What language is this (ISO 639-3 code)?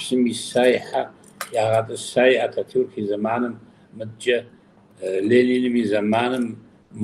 kbd